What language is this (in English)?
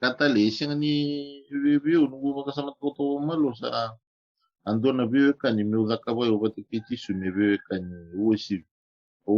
Fijian